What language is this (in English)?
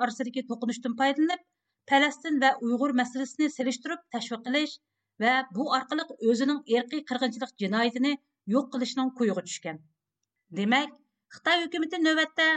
Uyghur